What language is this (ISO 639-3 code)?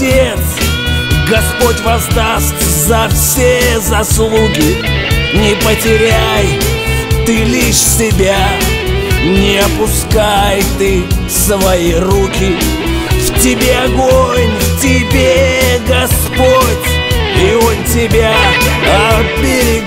rus